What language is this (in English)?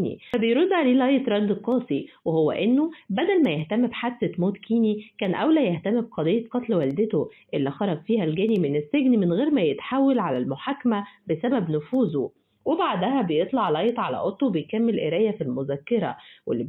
Egyptian Arabic